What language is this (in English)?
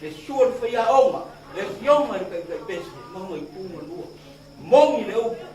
Samoan